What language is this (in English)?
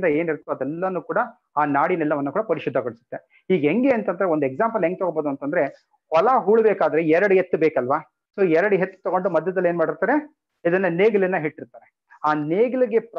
Kannada